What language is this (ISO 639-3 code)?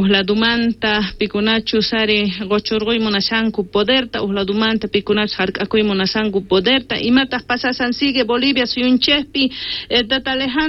quh